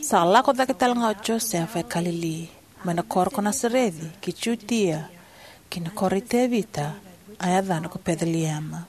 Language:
Fijian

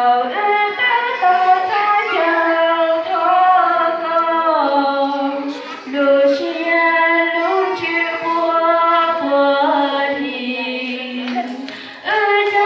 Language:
Hmong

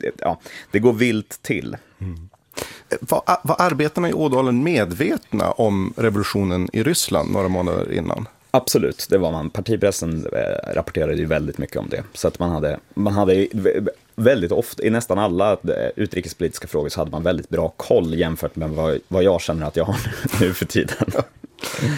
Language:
Swedish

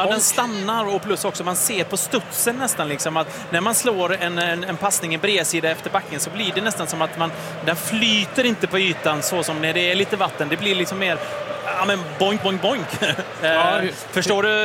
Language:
Swedish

